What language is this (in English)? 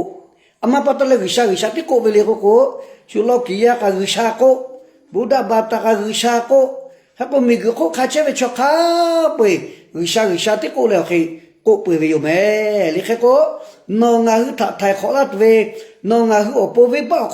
Lahu